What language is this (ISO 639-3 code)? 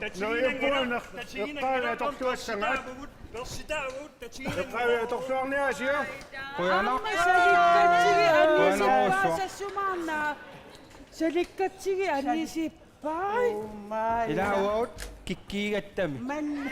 kal